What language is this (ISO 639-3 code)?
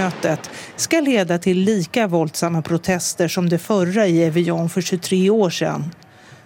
swe